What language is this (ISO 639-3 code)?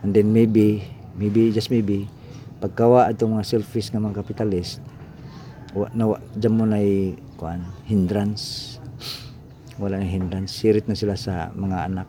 ceb